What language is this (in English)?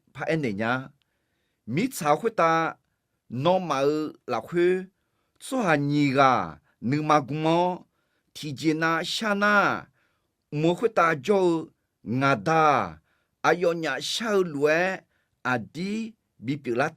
Akha